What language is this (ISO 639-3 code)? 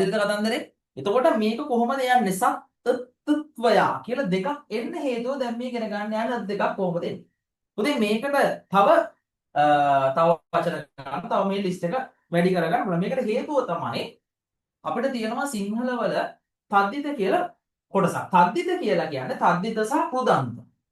sin